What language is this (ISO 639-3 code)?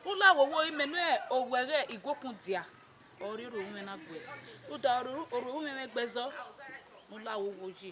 bin